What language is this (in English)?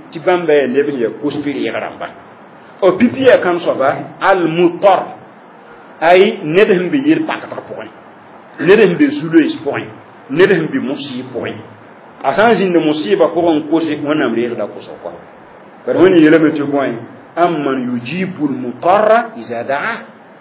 Mossi